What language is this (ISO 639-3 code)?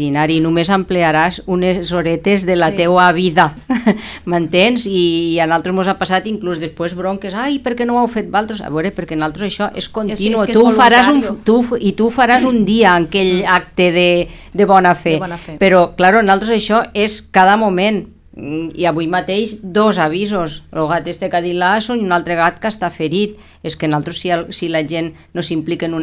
cat